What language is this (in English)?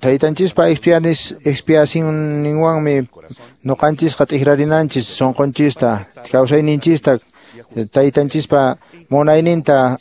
Quechua